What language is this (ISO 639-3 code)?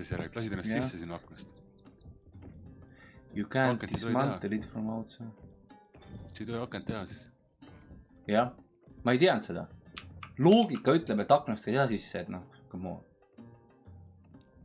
est